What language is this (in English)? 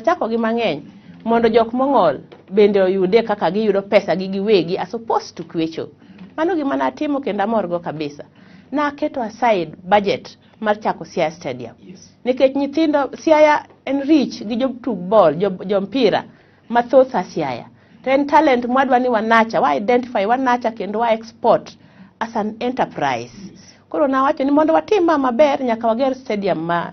Luo (Kenya and Tanzania)